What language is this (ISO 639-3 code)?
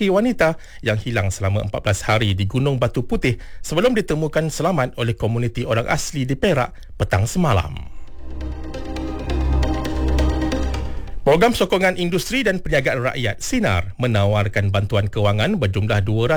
msa